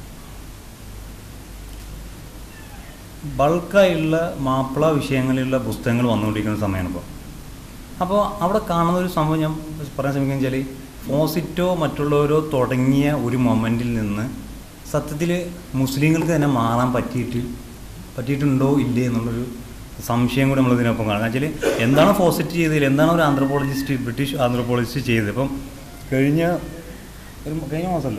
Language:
Malayalam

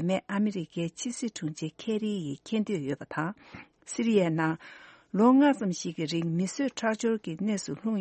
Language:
Tibetan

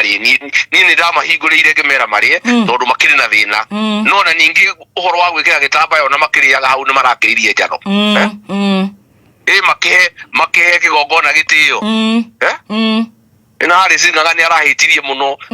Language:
Kikuyu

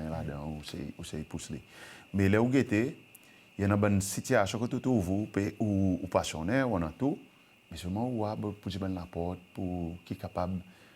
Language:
Seselwa Creole French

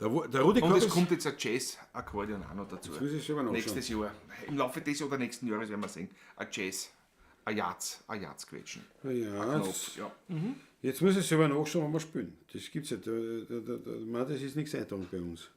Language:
Bavarian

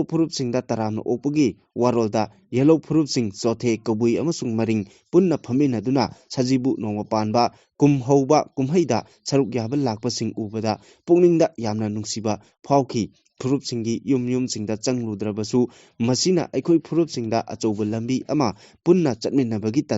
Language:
Manipuri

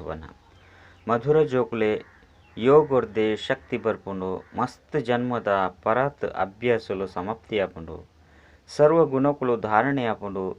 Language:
Tulu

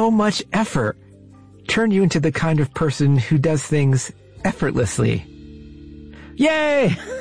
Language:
English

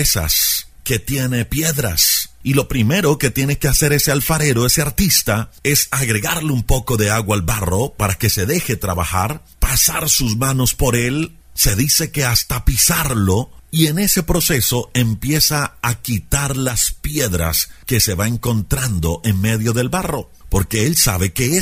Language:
Spanish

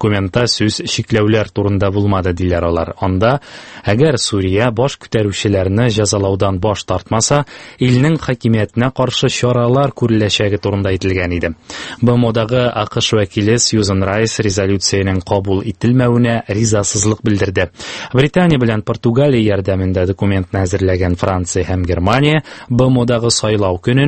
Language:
Tatar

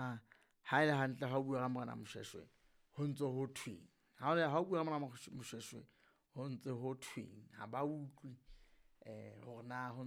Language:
Southern Sotho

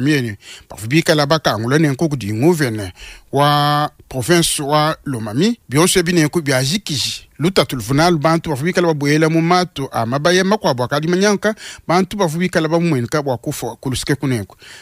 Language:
Luba-Lulua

